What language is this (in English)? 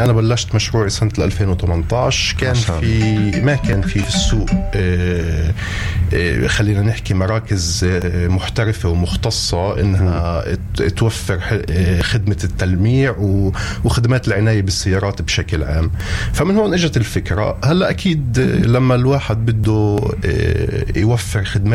North Levantine Arabic